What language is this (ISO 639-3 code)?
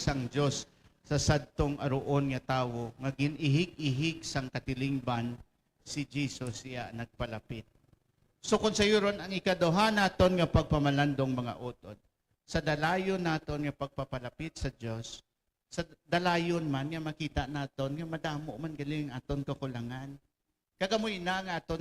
hil